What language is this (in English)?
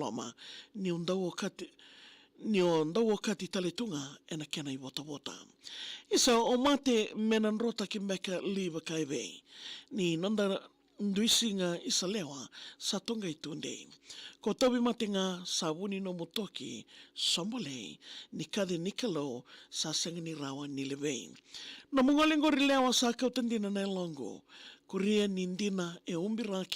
Fijian